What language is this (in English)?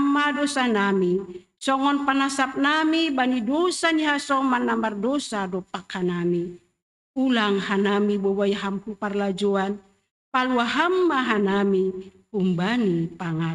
Batak Simalungun